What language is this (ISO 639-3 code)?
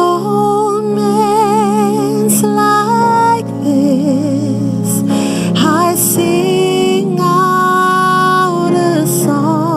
smo